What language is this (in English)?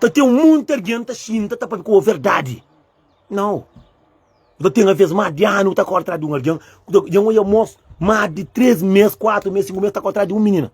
Kabuverdianu